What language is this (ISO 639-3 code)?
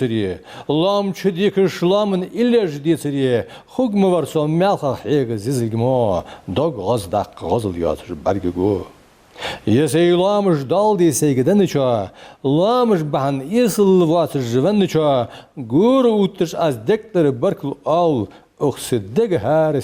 inh